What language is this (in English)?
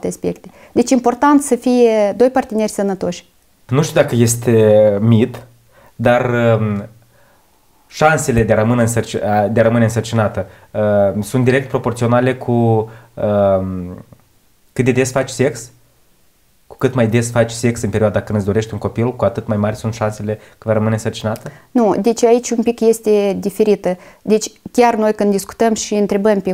Romanian